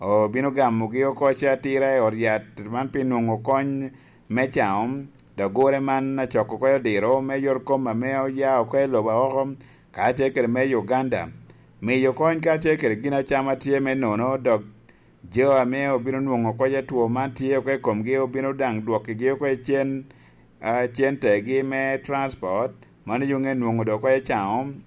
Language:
Lango (Uganda)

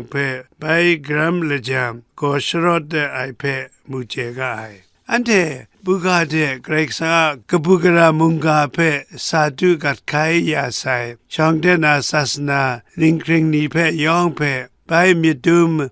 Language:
Kachin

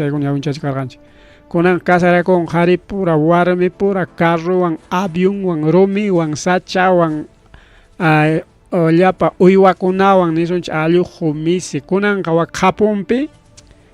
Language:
Ayacucho Quechua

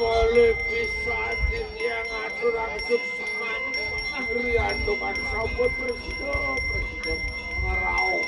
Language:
Balinese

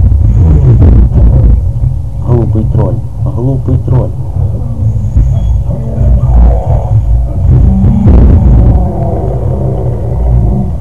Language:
Russian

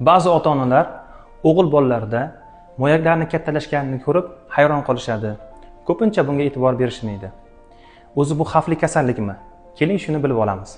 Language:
Uzbek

